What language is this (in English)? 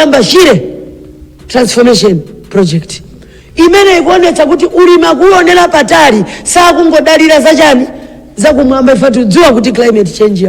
Nyanja